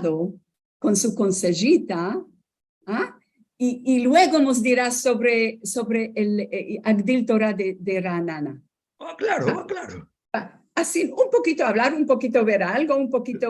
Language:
Ladino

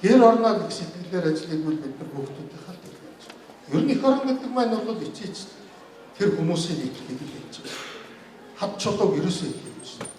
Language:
Mongolian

